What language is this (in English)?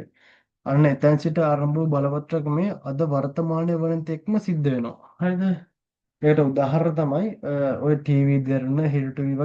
Sinhala